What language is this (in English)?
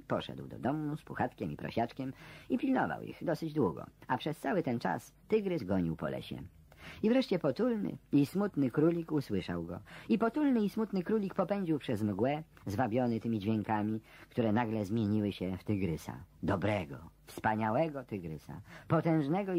Polish